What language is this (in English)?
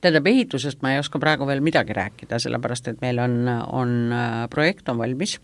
Estonian